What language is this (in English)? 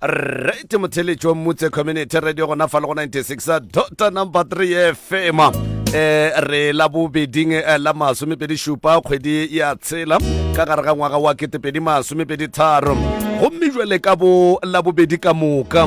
Northern Sotho